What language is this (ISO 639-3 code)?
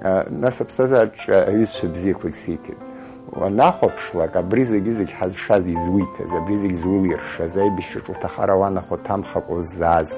abk